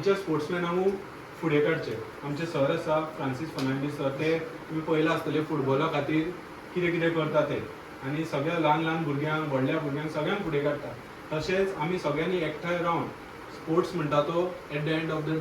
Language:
Konkani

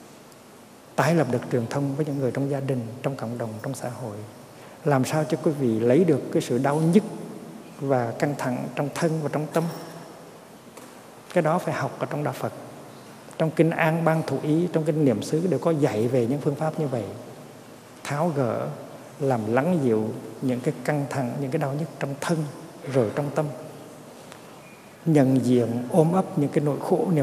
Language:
Vietnamese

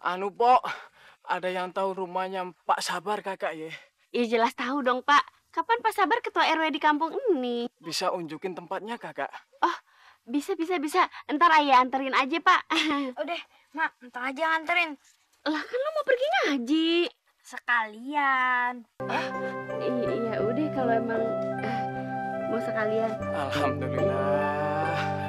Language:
Betawi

